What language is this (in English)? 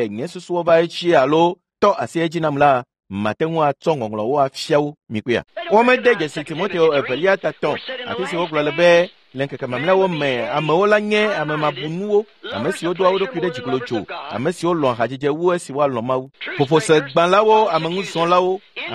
Ewe